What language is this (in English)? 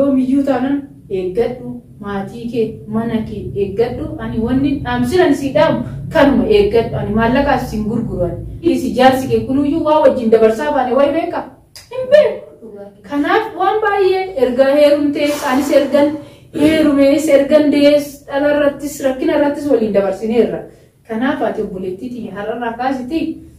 Oromo